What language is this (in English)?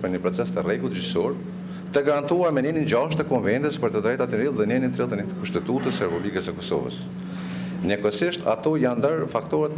Albanian